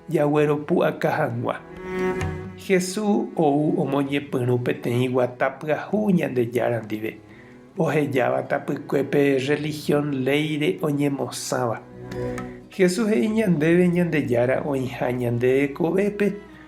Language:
Guarani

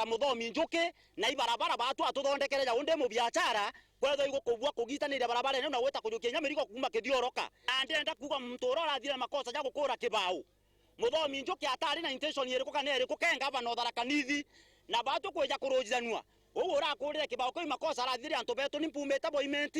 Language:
Meru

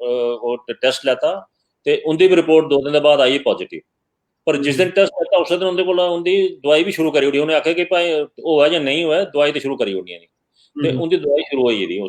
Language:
Dogri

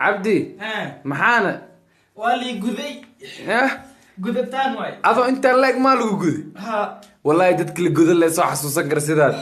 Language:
Somali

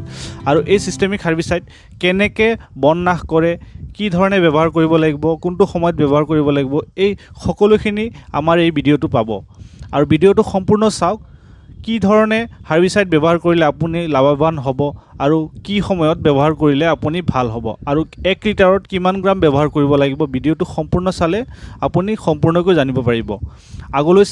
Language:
Assamese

